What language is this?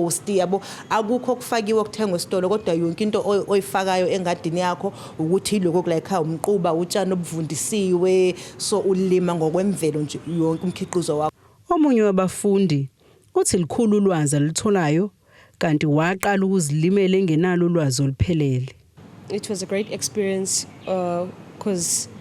Zulu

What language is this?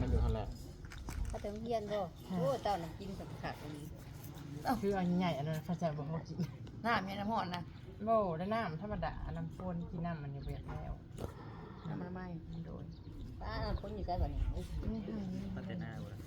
Northeastern Thai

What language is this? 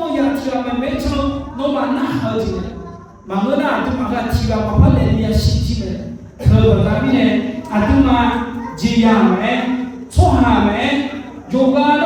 Akha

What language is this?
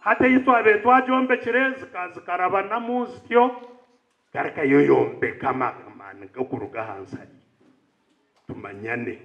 Nyankole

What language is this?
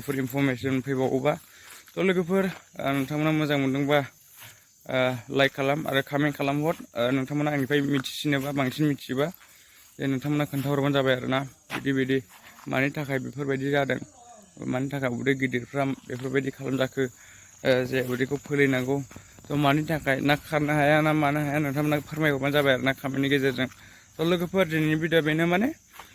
Bodo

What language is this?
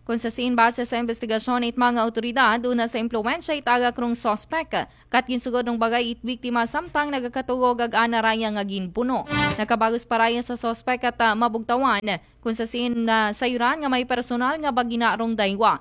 Aklanon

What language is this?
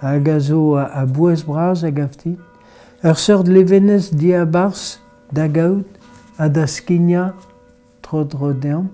Breton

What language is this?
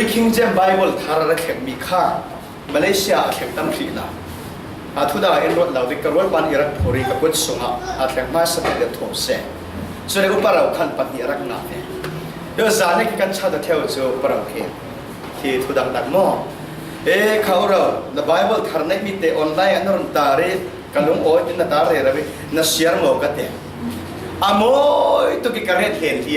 Falam Chin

